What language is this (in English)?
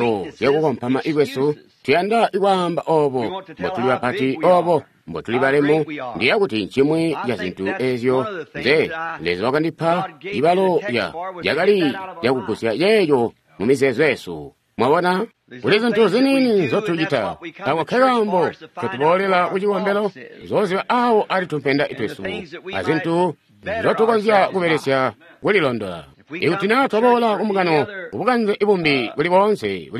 Tonga (Zambia)